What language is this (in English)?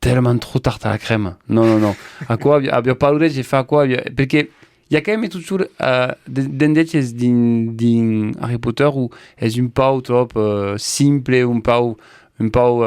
Occitan